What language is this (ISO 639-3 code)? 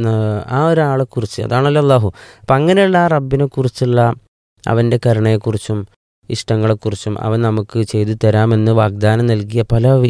mal